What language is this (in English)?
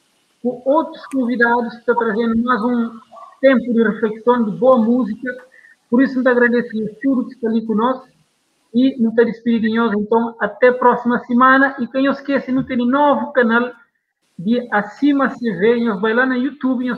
Kabuverdianu